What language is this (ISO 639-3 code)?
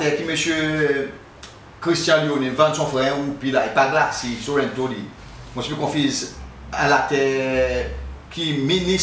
crs